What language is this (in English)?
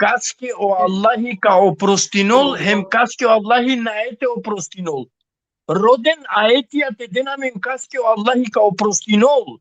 Balkan Romani